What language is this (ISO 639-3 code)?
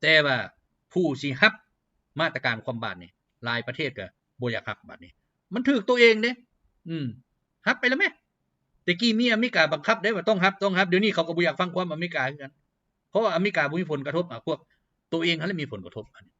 lao